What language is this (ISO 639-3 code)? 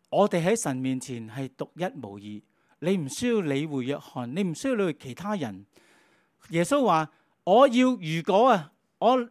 yue